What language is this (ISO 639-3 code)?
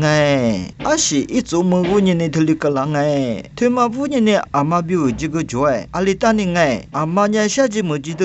lis